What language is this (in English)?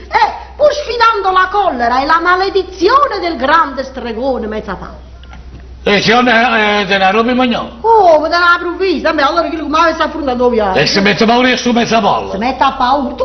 Neapolitan